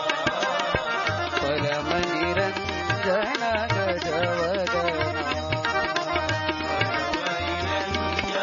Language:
Kannada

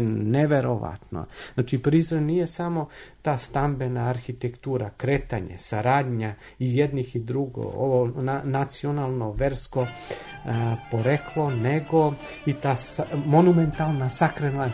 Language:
Serbian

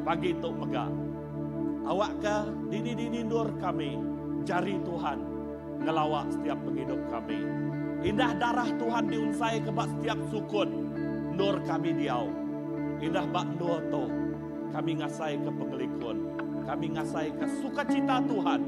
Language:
Iban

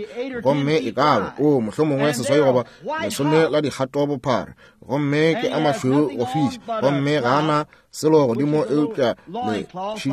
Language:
Northern Sotho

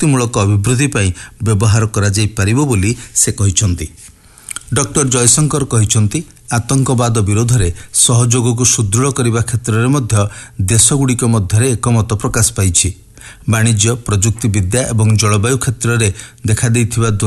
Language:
Odia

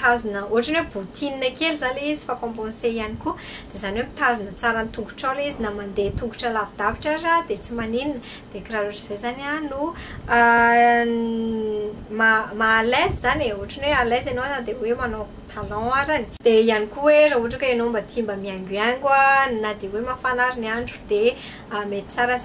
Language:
Malagasy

